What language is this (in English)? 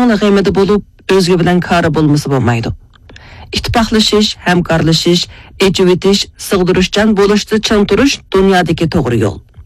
Uyghur